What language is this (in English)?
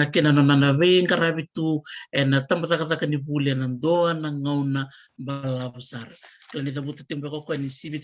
Fijian